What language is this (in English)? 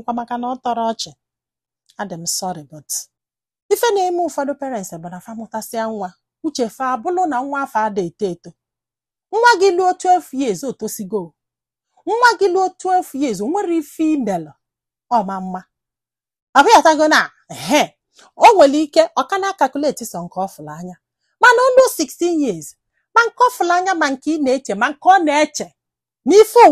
Igbo